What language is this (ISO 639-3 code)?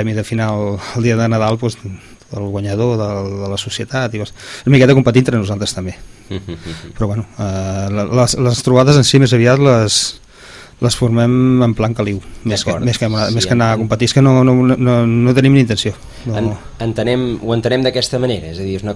cat